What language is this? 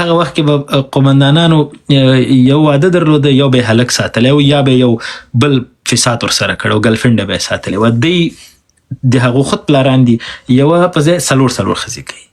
Pashto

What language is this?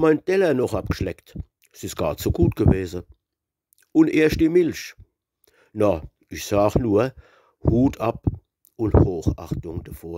Palatine German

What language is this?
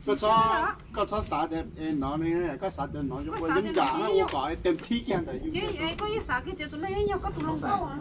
Hmong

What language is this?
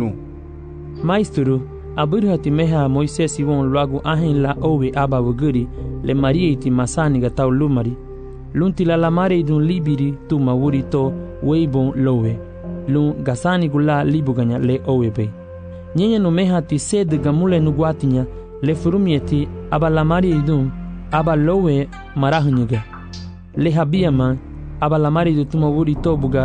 Garifuna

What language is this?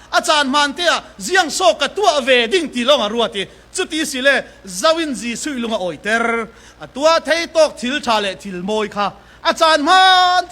Falam Chin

